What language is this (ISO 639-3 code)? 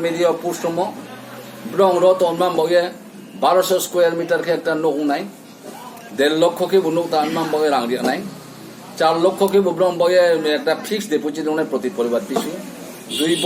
trp